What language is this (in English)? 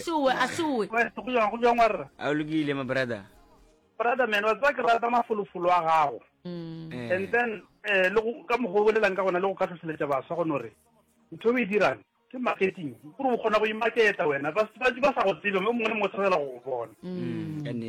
Northern Sotho